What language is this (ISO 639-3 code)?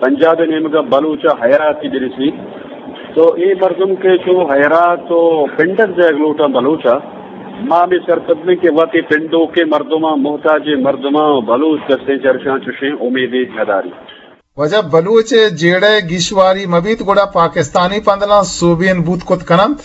bgp